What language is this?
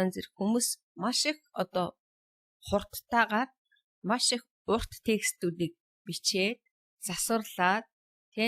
Mongolian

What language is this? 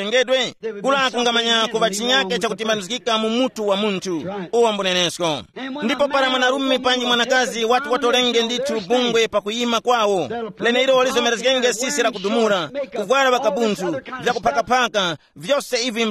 Tumbuka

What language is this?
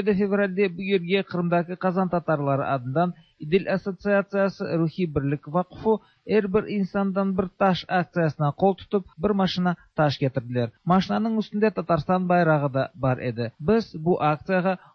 Tatar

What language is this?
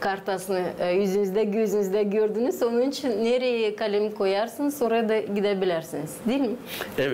Gagauz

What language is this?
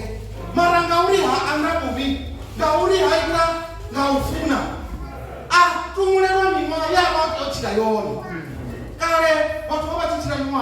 Venda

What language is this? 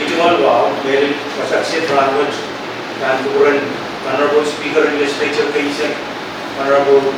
Pohnpeian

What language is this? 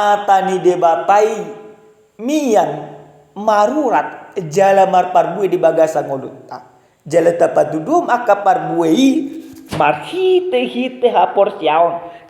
Batak Toba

